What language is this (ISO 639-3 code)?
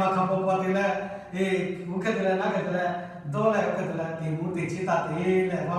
lhu